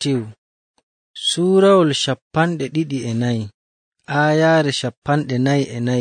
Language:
Nigerian Fulfulde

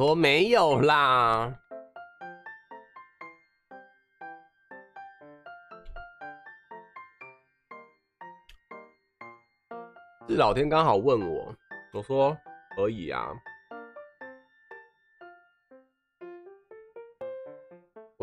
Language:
Chinese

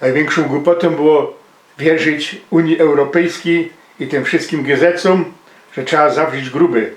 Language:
Silesian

